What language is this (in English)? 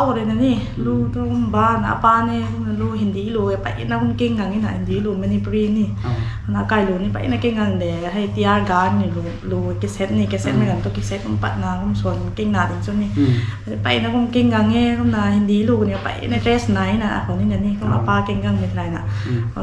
Rongmei Naga